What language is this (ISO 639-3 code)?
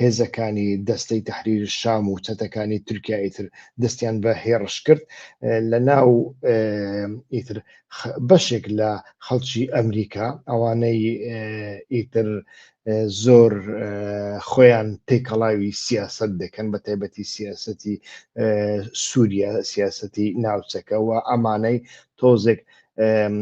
ckb